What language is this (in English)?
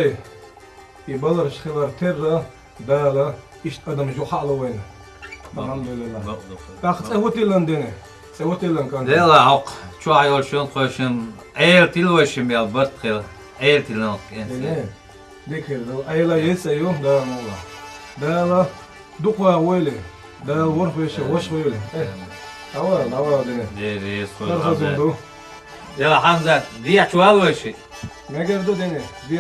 Chechen